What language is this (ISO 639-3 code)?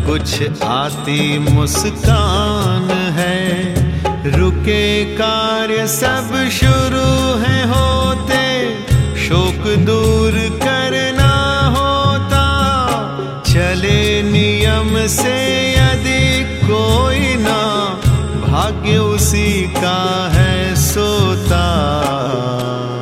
hin